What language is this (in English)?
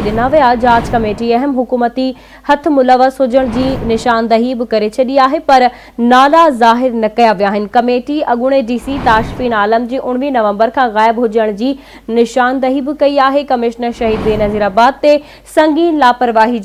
Sindhi